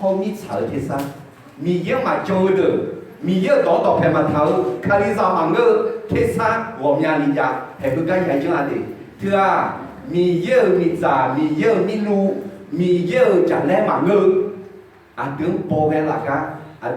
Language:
Akha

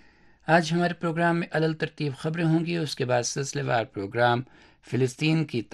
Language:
Urdu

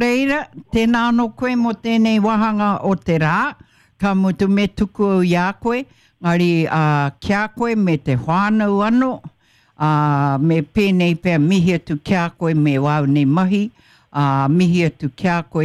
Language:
Māori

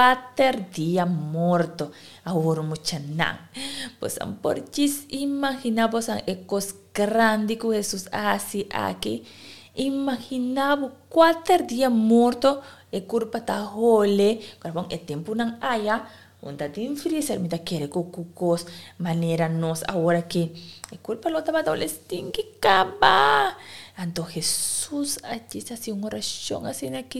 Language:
Papiamento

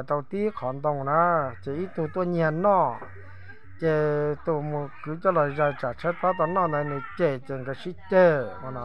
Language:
Hmong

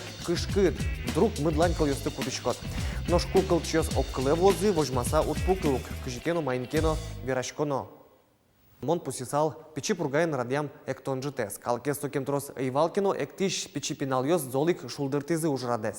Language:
Udmurt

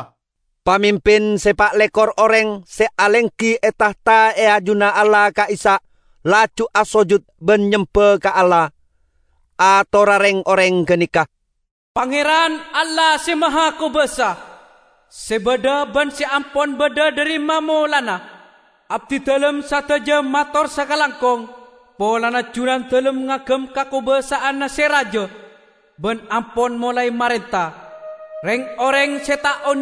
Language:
Madurese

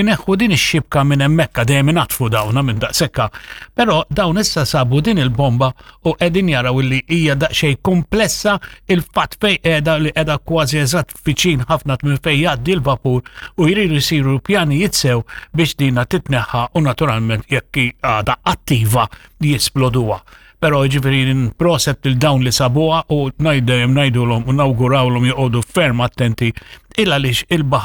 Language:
Maltese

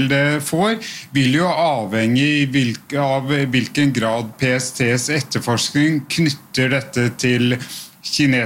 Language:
Norwegian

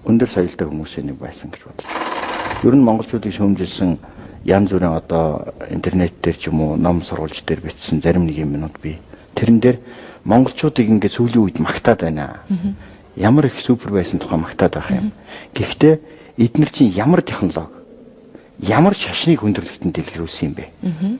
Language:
Mongolian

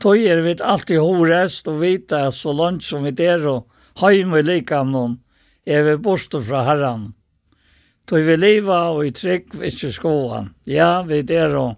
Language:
Faroese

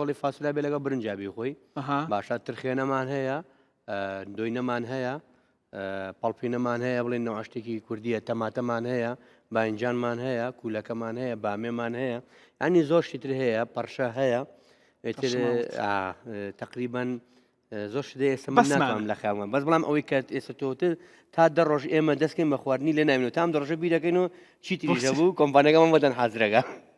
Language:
Central Kurdish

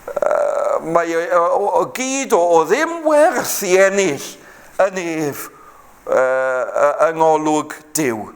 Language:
Welsh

